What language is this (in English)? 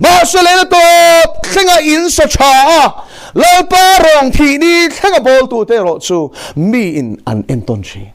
Mizo